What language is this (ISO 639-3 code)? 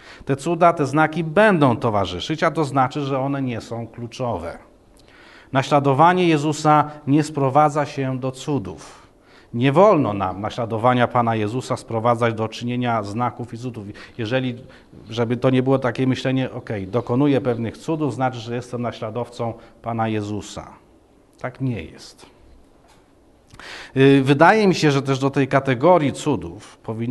pol